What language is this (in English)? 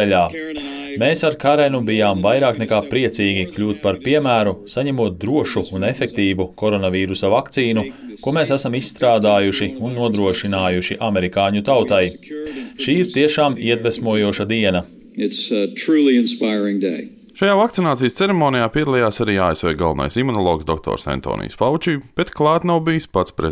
Latvian